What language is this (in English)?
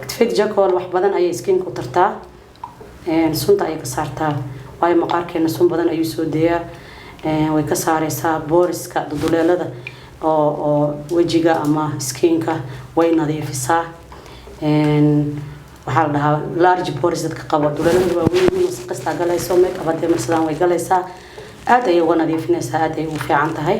Somali